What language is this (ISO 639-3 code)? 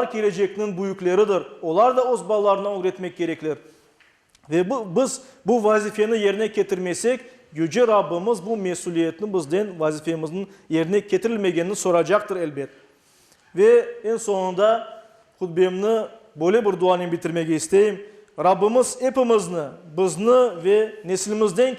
crh